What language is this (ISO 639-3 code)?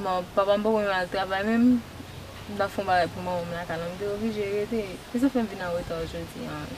hat